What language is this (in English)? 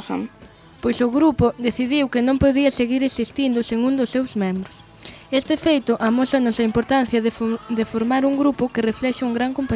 Galician